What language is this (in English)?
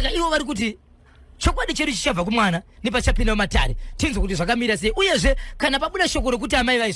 Shona